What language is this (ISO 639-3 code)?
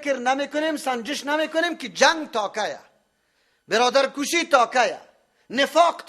fas